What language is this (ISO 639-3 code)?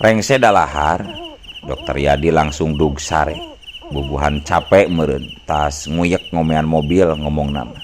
sun